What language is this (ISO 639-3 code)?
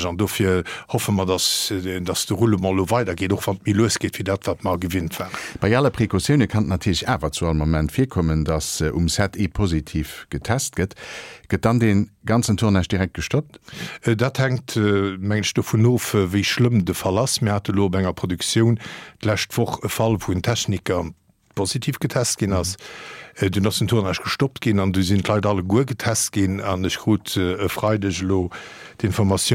ltz